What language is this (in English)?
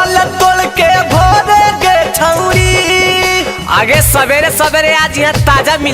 Magahi